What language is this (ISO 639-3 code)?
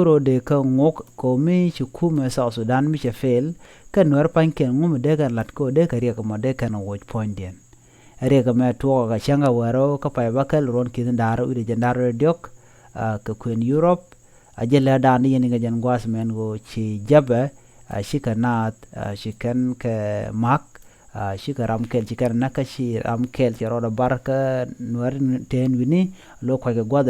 nus